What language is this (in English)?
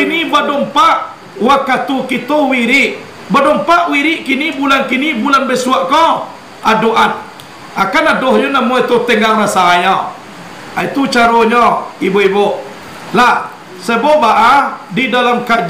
Minangkabau